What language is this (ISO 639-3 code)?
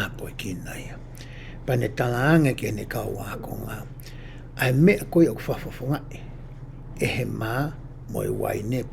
ton